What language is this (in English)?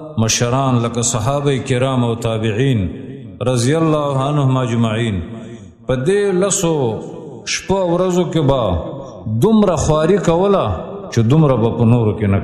Pashto